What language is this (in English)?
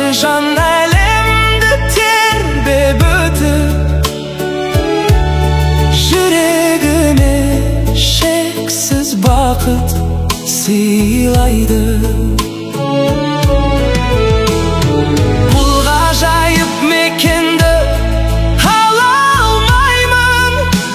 Kazakh